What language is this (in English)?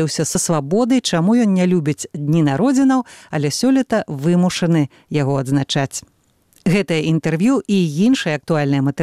Belarusian